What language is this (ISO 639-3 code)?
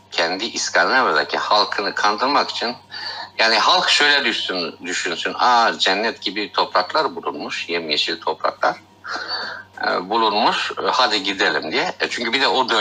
tur